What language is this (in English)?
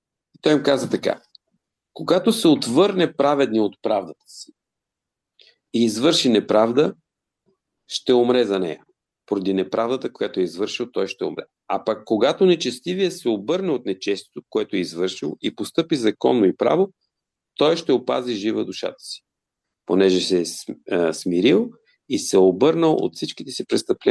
Bulgarian